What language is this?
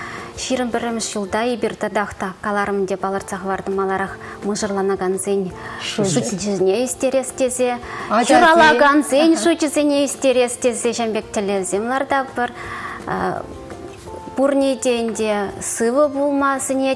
Chuvash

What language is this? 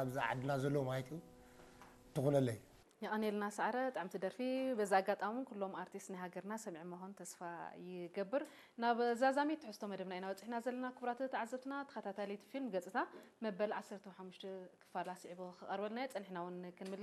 Tigrinya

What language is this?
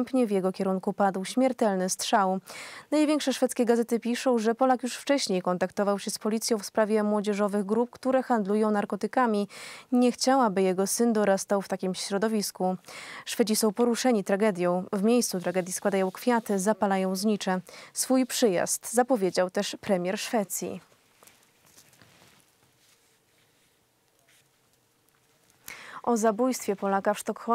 Polish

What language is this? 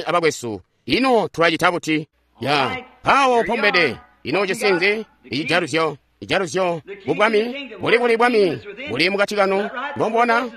Tonga (Zambia)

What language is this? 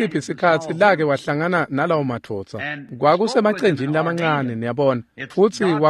Swati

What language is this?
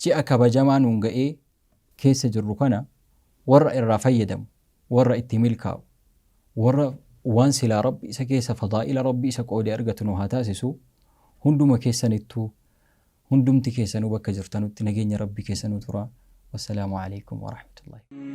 Oromo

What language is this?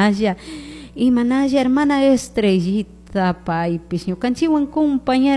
Chimborazo Highland Quichua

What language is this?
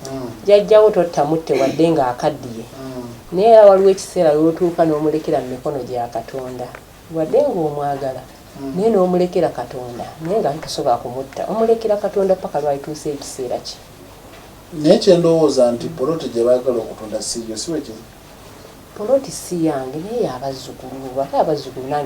Ganda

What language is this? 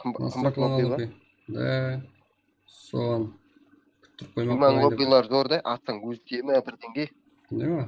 Kara-Kalpak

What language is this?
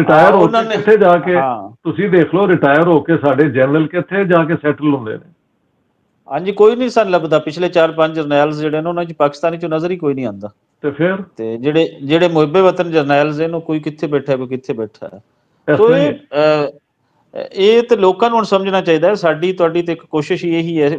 Punjabi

